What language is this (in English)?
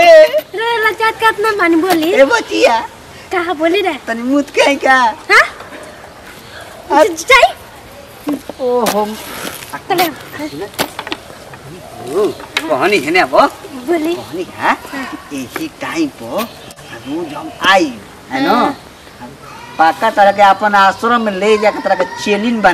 Bhojpuri